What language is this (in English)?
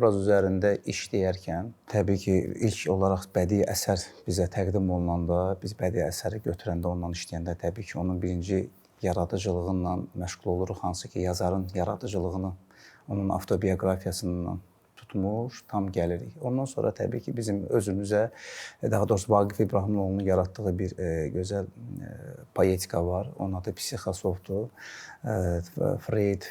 Azerbaijani